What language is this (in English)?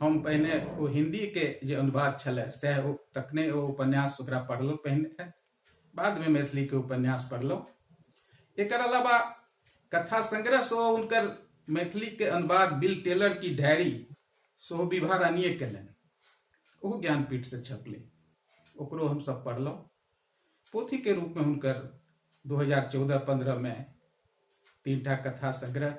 Maithili